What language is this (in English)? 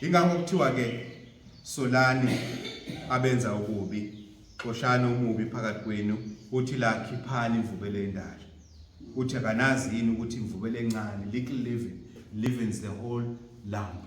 Zulu